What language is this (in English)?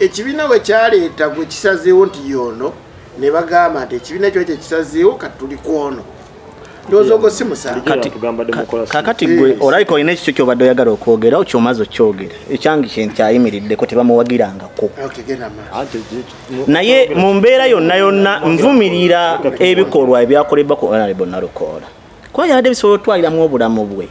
Ganda